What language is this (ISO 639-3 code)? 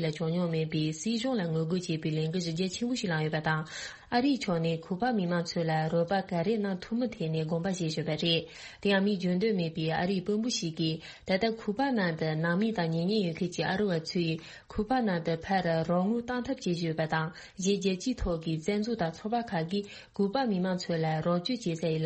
bod